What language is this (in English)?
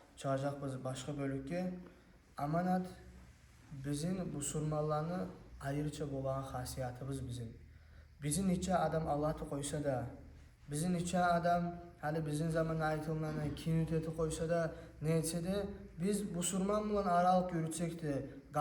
Kumyk